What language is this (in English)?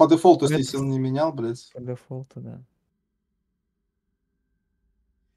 Russian